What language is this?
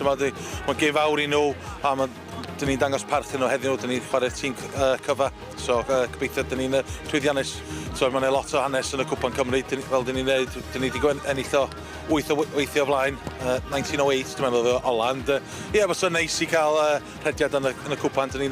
Welsh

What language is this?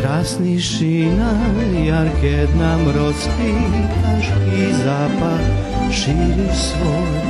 Rusyn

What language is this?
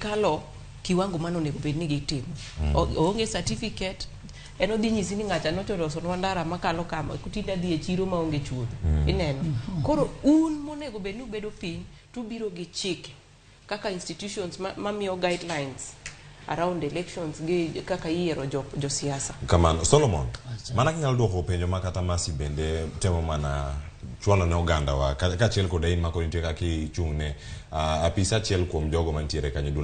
Luo (Kenya and Tanzania)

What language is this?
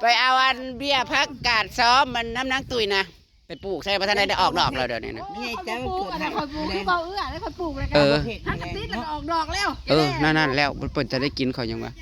Northeastern Thai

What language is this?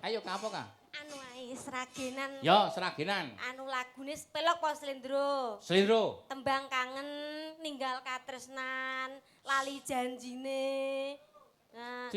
Javanese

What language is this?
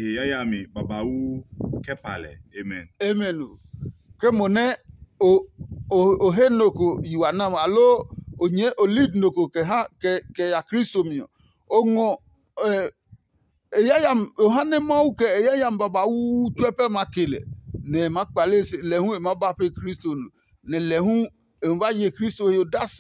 Adangme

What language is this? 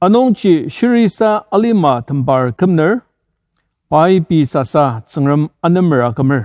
Ao Naga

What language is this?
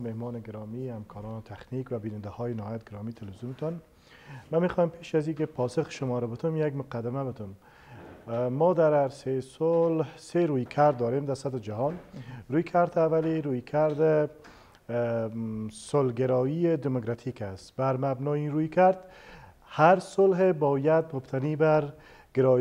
Persian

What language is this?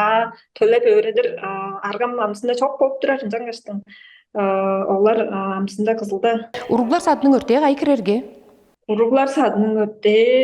Tuvinian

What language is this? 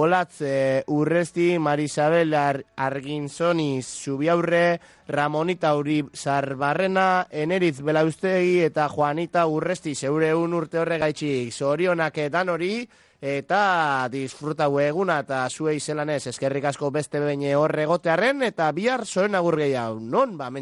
Basque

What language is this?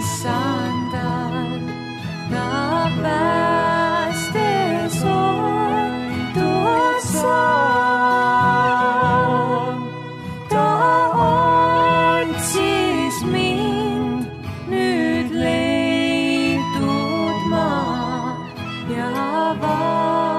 Estonian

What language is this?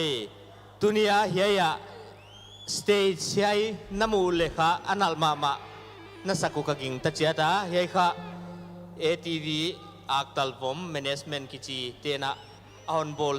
Paite Chin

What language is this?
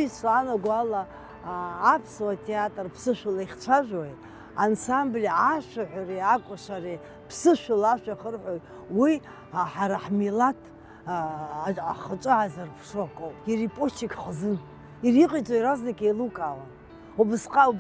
Abkhazian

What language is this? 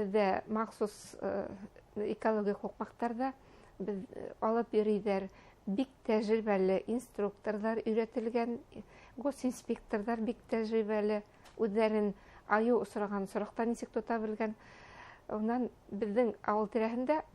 Bashkir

